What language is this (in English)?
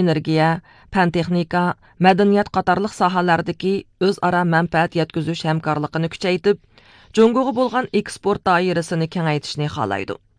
Uyghur